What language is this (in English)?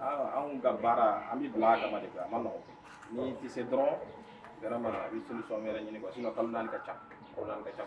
Bambara